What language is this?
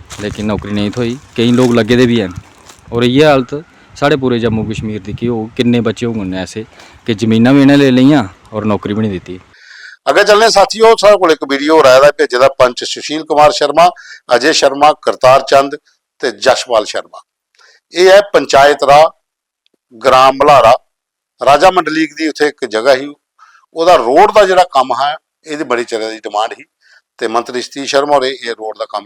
Dogri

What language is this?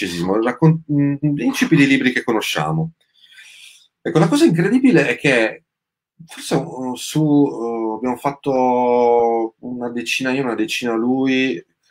Italian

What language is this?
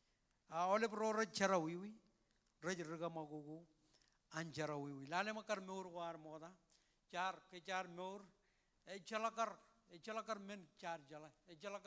Marshallese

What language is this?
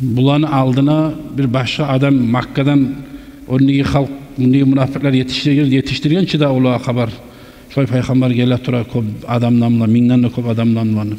Kumyk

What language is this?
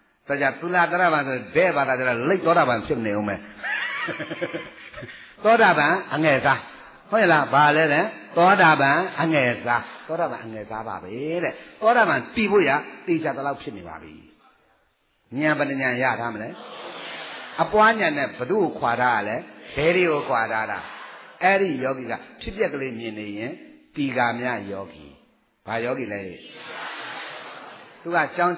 Burmese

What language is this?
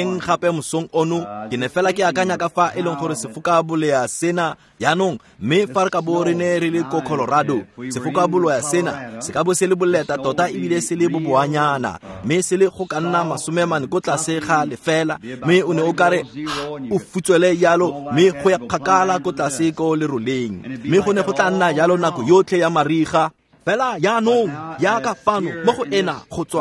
Tswana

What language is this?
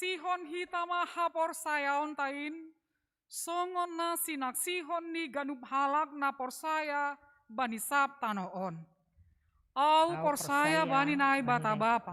Batak Simalungun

